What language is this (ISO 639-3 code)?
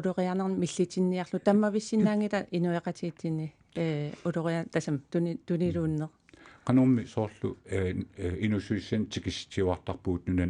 kal